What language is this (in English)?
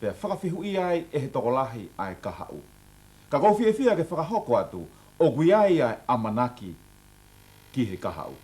Tongan